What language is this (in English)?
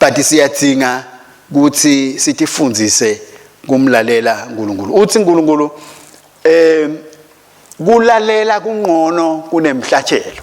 Swati